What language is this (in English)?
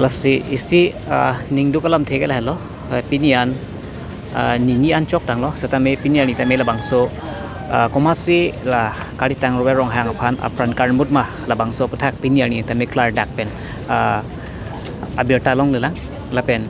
Karbi